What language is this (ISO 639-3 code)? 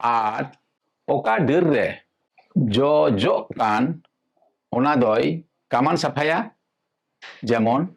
sat